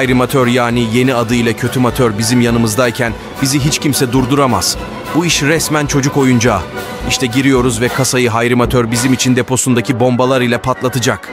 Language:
Turkish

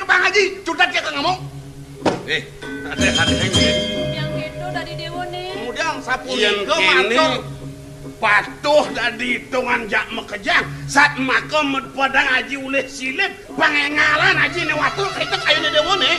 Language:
Balinese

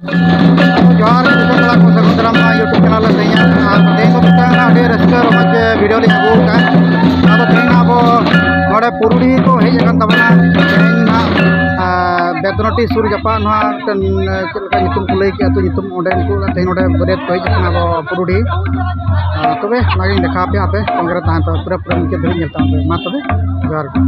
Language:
Santali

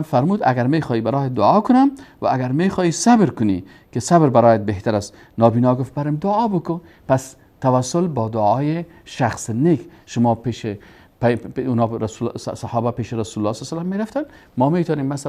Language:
Persian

